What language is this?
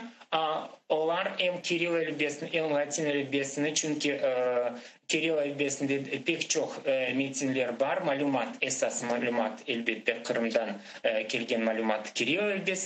Crimean Tatar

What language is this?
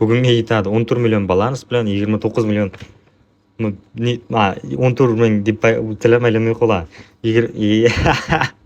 Uzbek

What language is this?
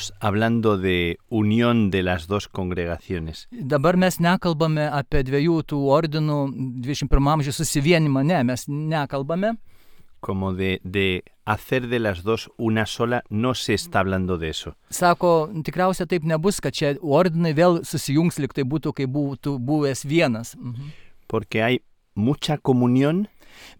Lithuanian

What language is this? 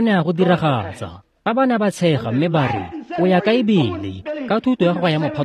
Tswana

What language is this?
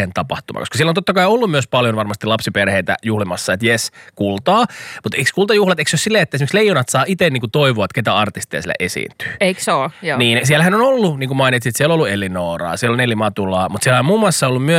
Finnish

